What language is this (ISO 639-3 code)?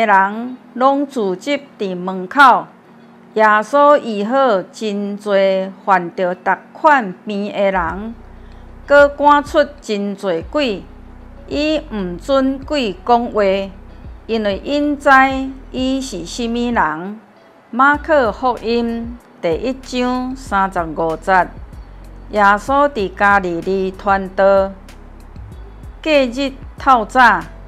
nan